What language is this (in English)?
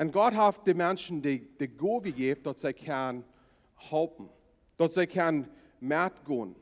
Plautdietsch